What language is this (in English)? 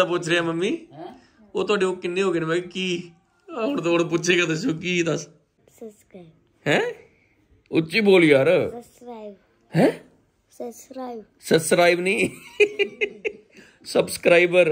Punjabi